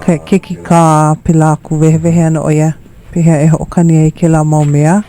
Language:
Hawaiian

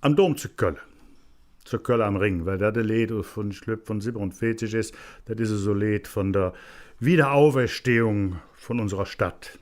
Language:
Colognian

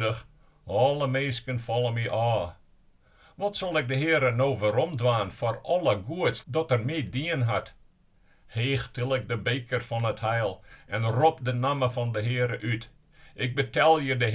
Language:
Western Frisian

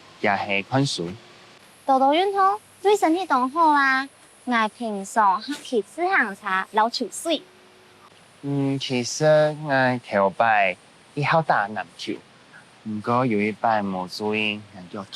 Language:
Hakka Chinese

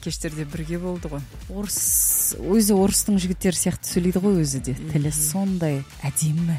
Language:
Kazakh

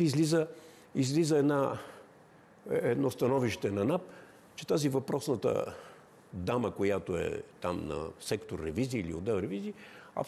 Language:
Bulgarian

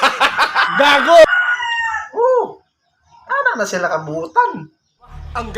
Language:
Cebuano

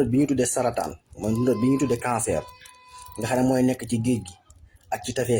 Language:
Wolof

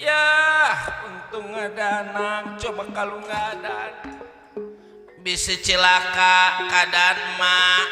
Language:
Betawi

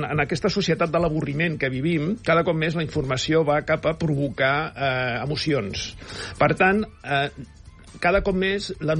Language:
Catalan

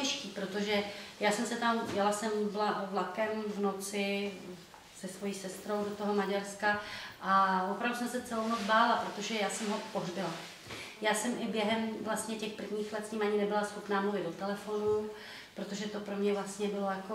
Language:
Czech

